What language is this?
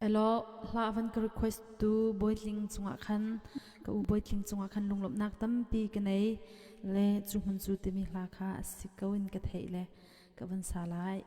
Hakha Chin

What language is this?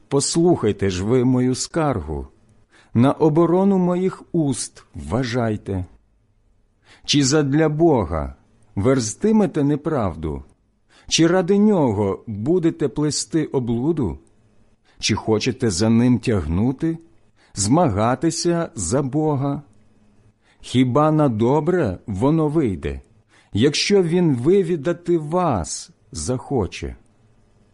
Ukrainian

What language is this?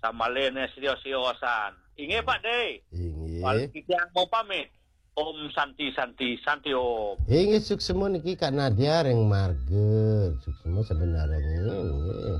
Balinese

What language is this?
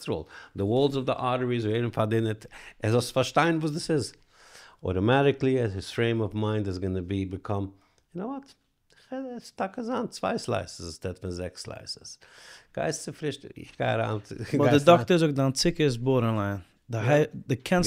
Yiddish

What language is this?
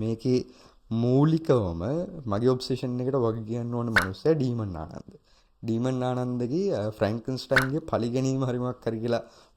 Sinhala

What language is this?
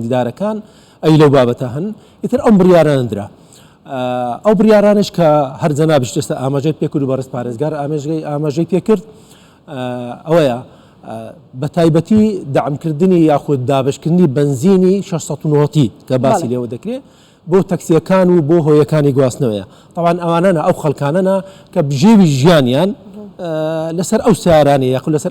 Central Kurdish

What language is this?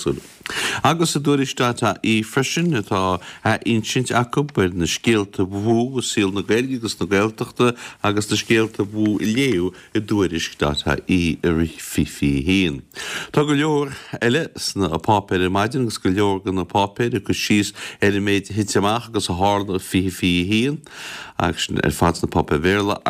Irish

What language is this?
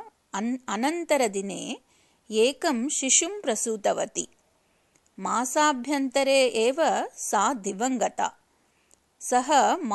Sanskrit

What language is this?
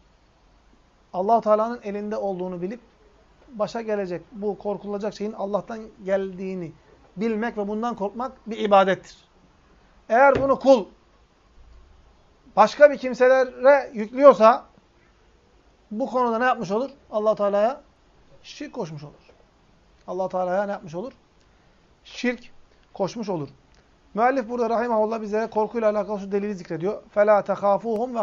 Turkish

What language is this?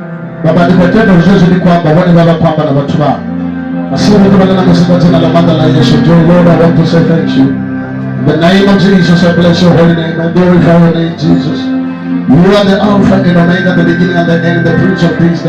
Venda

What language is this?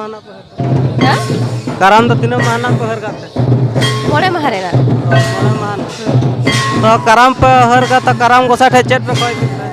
Santali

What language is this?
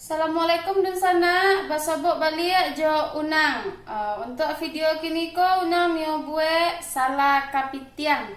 Minangkabau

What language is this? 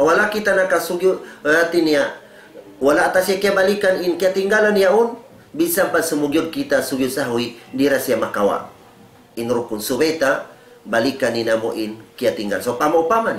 Tausug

